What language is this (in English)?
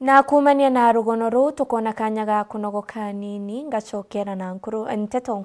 Meru